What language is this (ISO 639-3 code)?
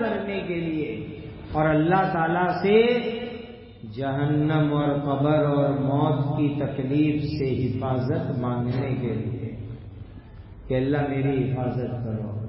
urd